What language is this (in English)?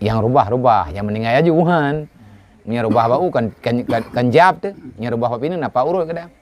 Achinese